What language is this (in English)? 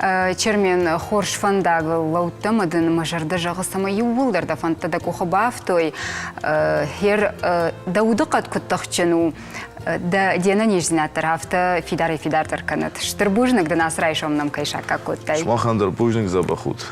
Ossetic